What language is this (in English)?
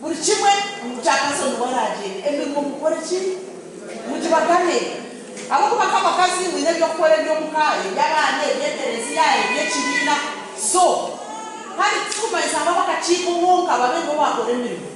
Nyankole